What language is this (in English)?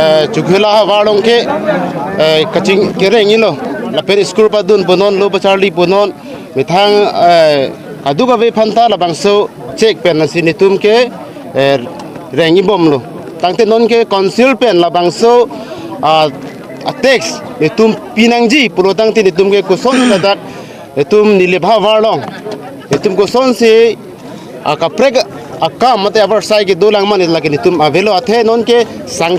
Karbi